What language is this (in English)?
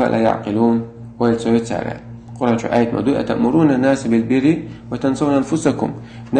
Chechen